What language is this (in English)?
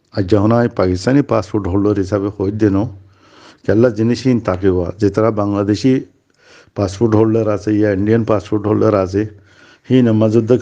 Rohingya